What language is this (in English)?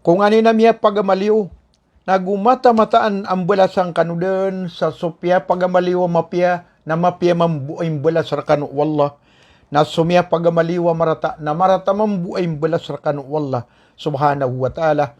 Maranao